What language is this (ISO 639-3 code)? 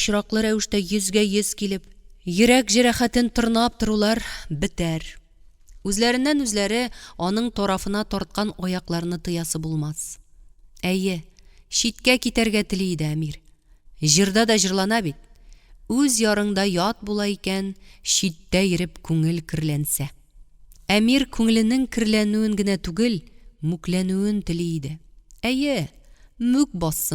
tat